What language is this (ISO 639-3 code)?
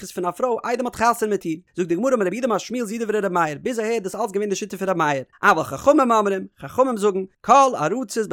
yid